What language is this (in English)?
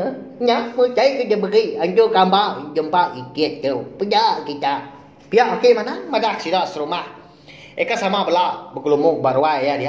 Iban